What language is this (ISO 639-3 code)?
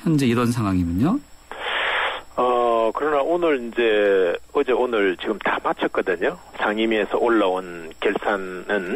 kor